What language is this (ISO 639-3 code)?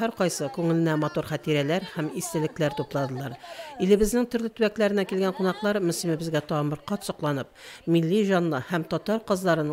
tat